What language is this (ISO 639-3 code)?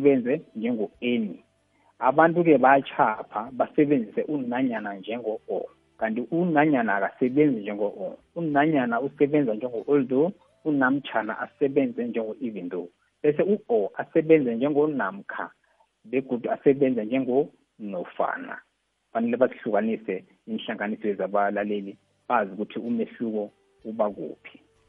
nbl